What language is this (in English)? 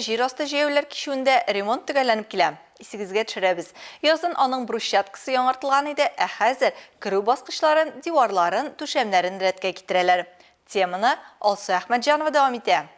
Tatar